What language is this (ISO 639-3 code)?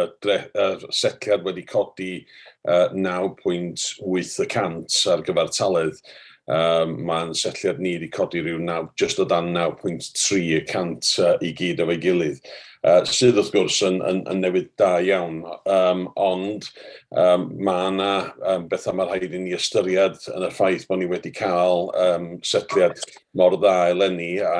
cym